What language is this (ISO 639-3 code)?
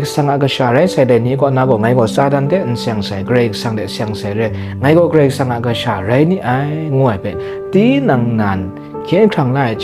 kac